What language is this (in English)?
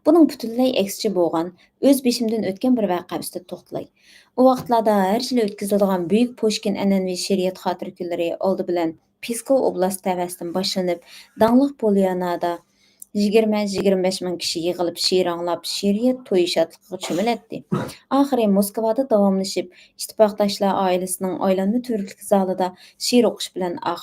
Uyghur